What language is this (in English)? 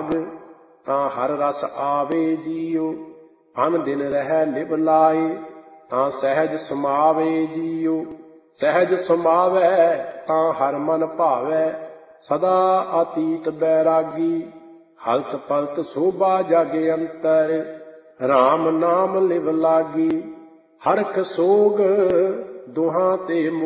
Punjabi